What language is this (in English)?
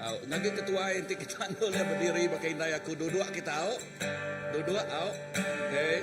Iban